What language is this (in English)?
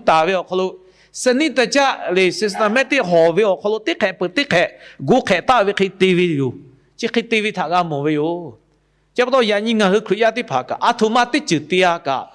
Lahu